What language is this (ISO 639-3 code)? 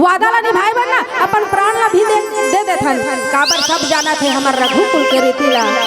hne